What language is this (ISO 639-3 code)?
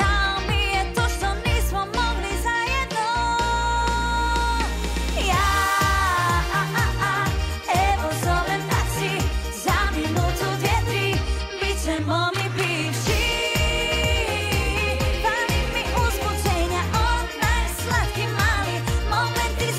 hrv